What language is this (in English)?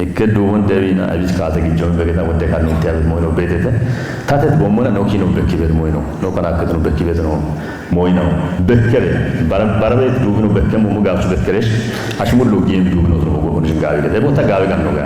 Kafa